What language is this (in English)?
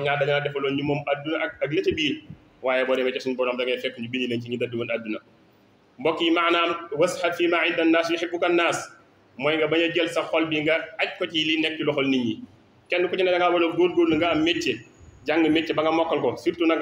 Wolof